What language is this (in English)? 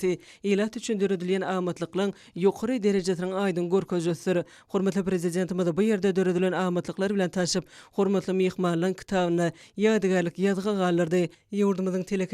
Turkmen